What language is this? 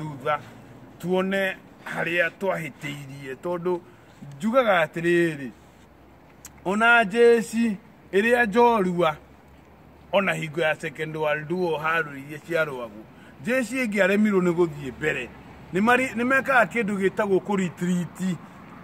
Kikuyu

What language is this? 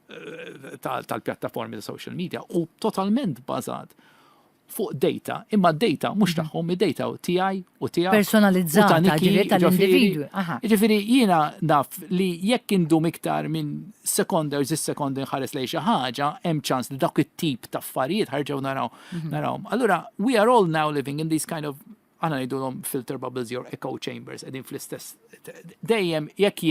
Maltese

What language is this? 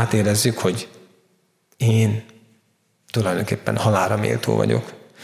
Hungarian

